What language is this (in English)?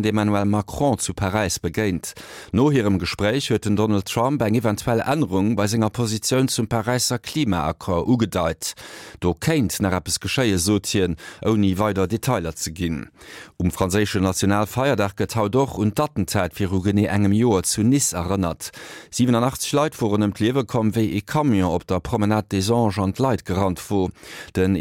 Luxembourgish